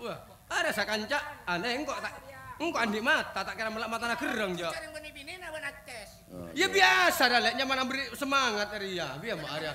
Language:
Madurese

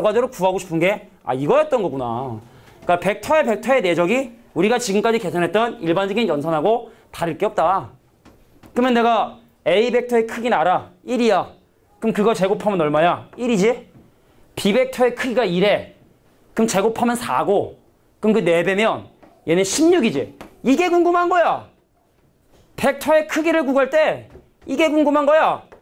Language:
Korean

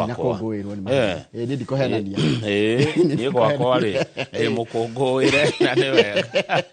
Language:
Kikuyu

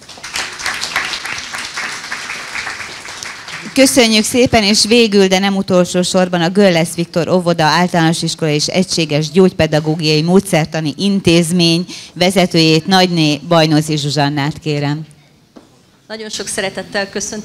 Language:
Hungarian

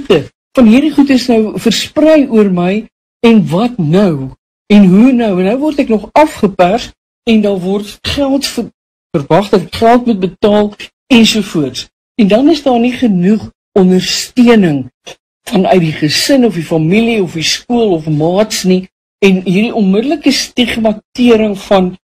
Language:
Afrikaans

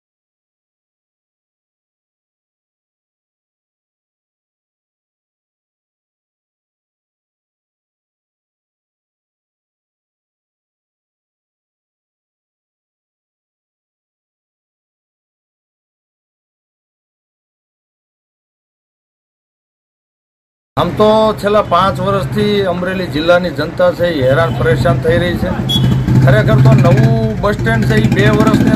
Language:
Gujarati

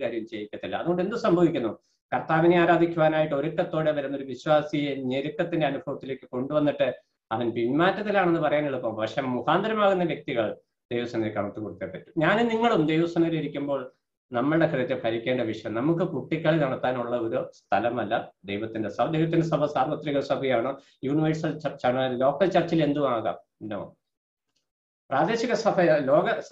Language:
Malayalam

